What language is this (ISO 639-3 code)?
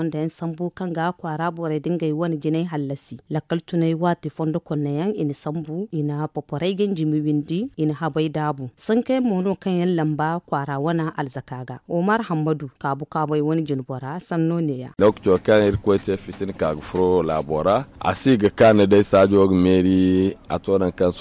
dje